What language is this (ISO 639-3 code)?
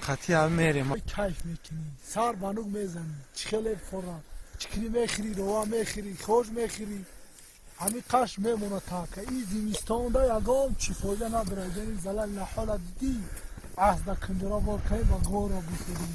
tgk